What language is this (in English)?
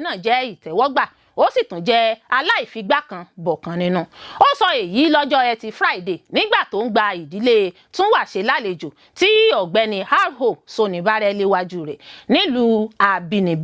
Yoruba